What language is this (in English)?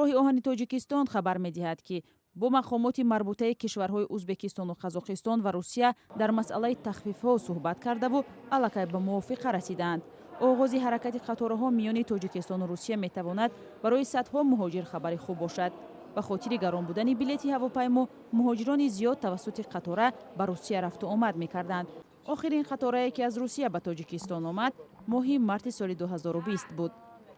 Tajik